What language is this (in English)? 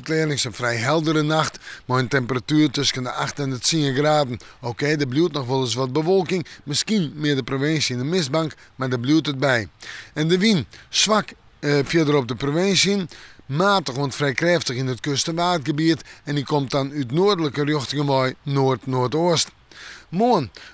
Western Frisian